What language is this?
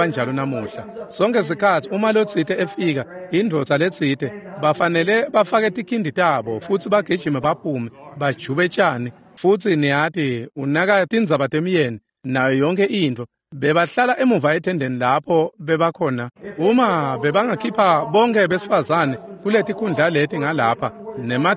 Swati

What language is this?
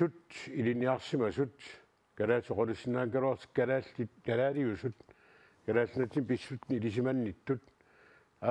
Kalaallisut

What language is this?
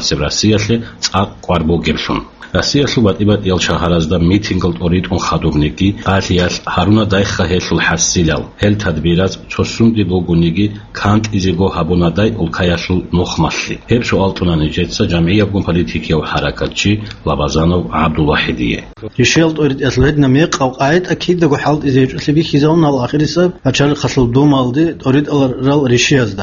Avaric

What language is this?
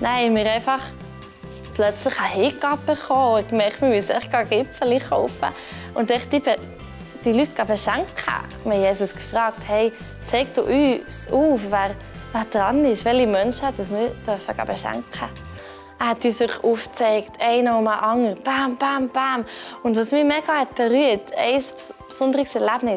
Swiss German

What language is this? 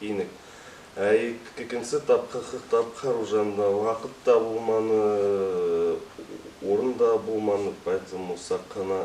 Bashkir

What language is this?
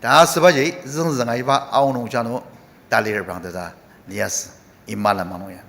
Ao Naga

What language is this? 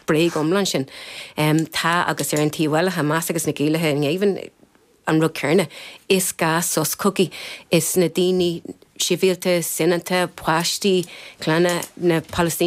Irish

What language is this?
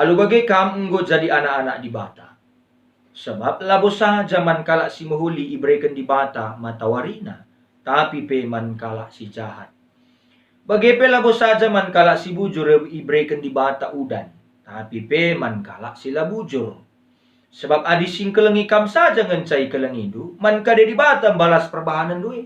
Batak Karo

